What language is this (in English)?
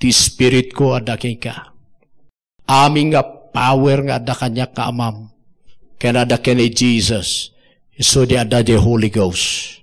Iloko